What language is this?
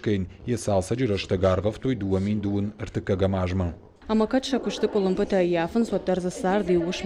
Ossetic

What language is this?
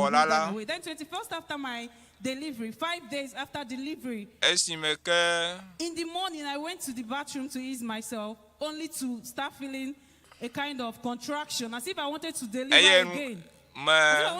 Ewe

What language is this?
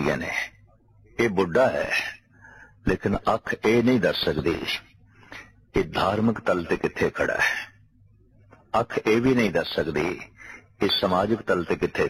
Punjabi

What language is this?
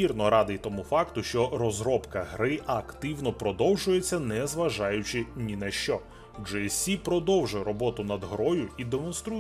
Ukrainian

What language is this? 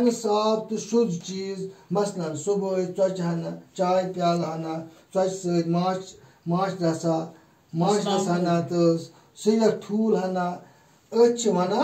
Kashmiri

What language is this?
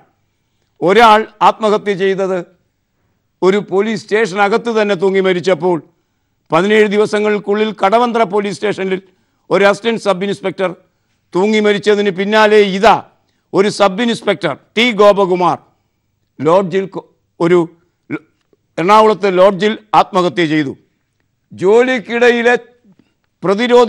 Malayalam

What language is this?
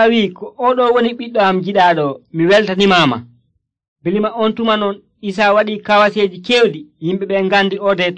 Nigerian Fulfulde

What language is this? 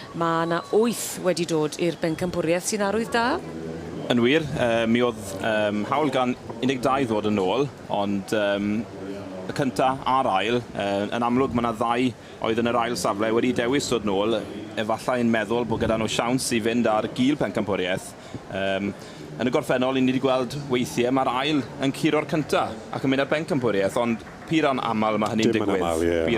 Welsh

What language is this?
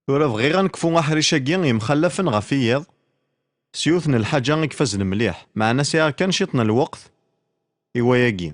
Kabyle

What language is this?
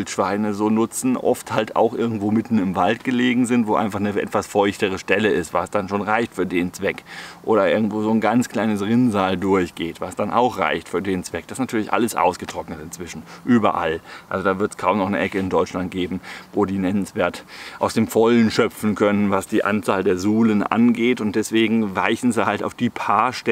German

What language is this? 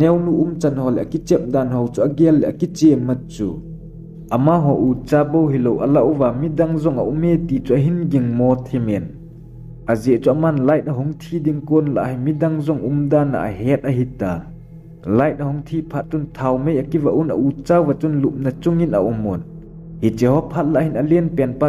Thado Chin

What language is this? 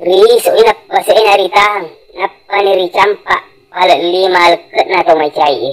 Buginese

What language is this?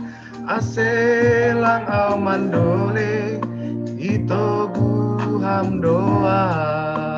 Batak Simalungun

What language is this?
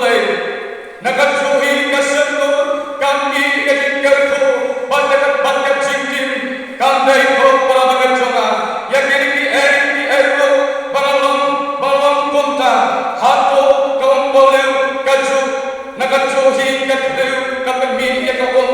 Khasi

